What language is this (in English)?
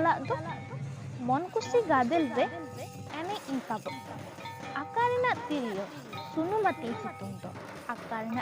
Santali